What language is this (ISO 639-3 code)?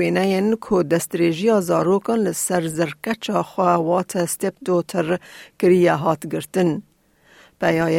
kur